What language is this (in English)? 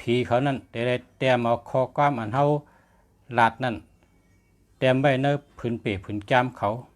Shan